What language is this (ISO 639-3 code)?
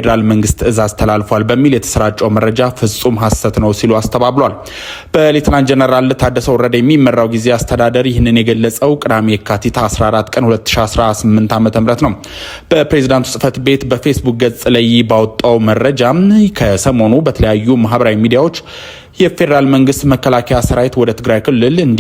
amh